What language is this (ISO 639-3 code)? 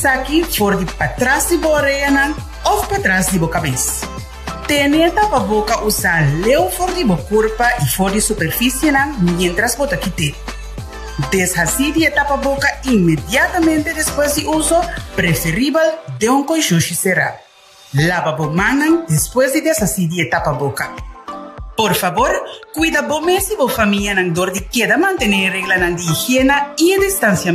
pap